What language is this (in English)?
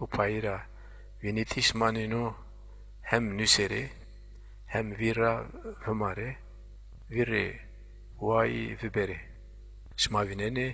Zaza